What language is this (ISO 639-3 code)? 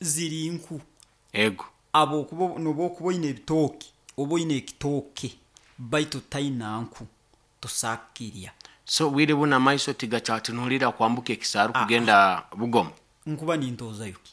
nyo